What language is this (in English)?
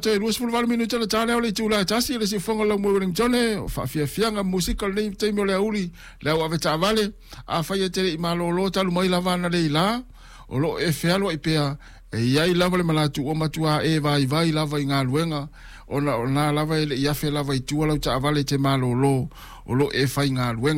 Samoan